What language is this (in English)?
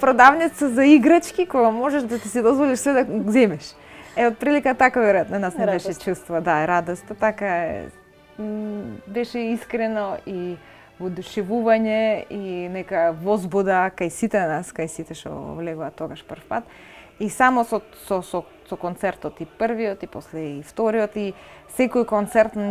Macedonian